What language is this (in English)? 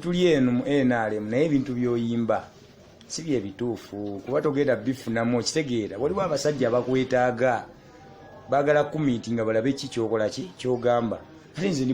Ganda